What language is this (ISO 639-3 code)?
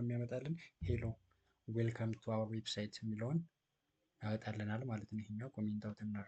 amh